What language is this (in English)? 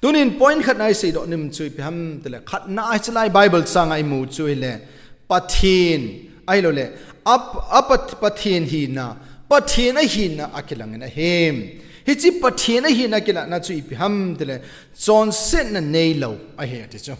Thado Chin